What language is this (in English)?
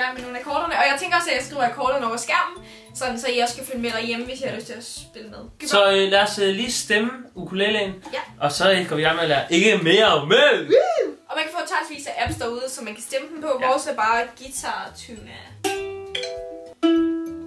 Danish